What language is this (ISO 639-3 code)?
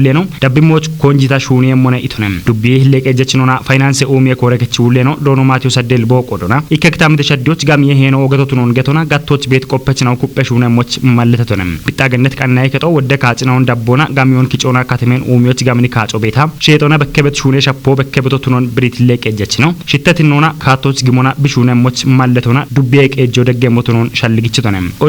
kbr